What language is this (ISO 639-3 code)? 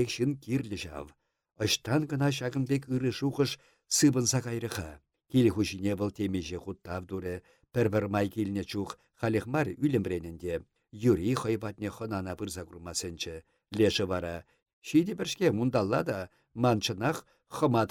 chv